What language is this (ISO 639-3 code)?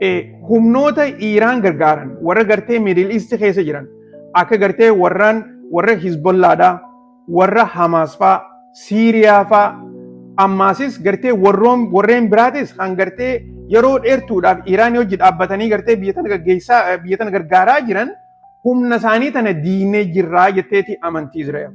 orm